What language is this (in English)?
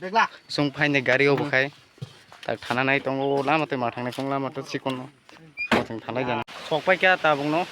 Kok Borok